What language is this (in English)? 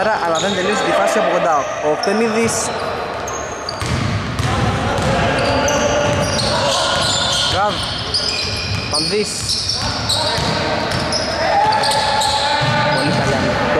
Greek